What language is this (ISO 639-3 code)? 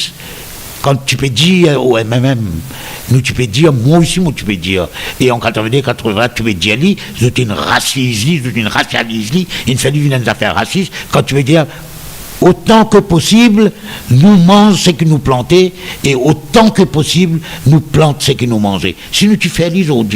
mfe